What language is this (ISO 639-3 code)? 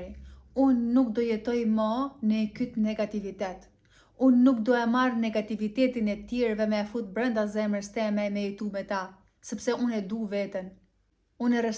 sqi